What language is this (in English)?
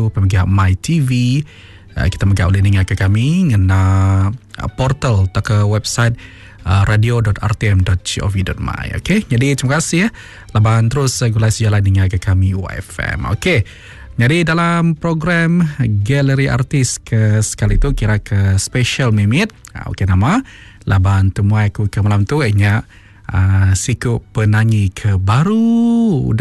Iban